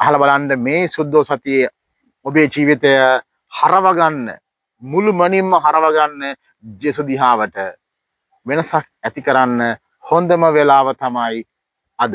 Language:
Sinhala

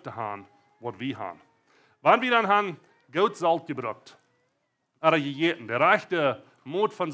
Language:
Plautdietsch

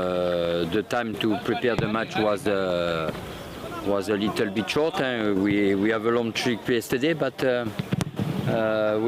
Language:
Tswana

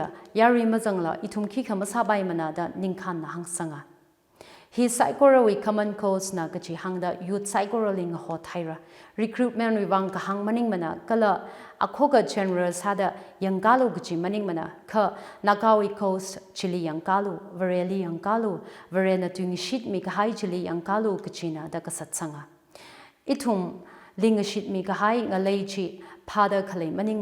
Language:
Tangkhul Naga (India)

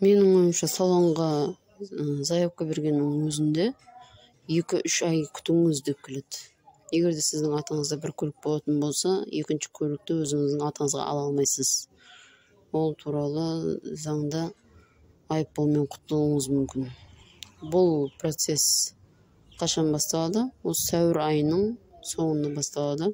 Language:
Kazakh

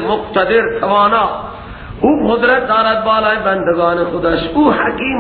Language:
Persian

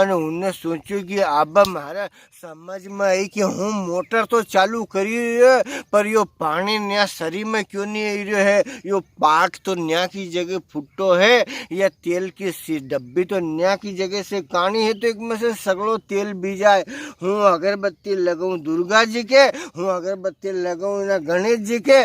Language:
Rajasthani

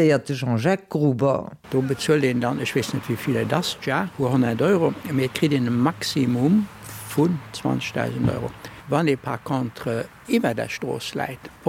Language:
Luxembourgish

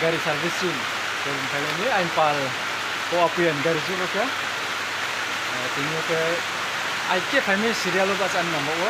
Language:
Riang (India)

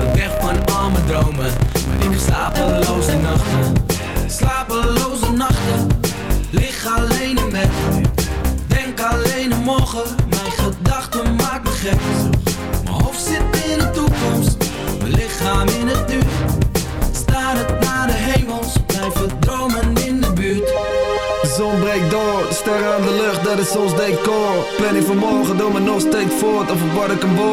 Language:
Dutch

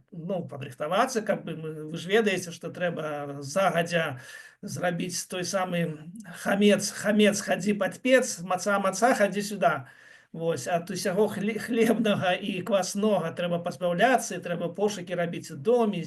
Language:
Belarusian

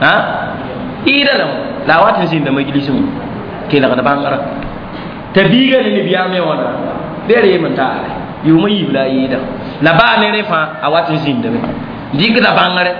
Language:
Mossi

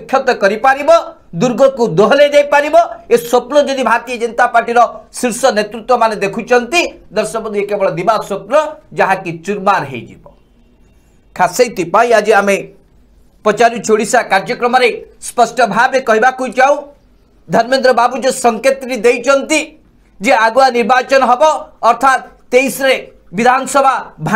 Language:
Odia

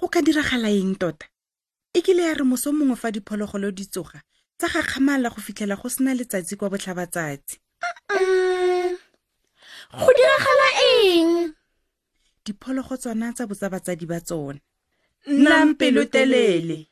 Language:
Tswana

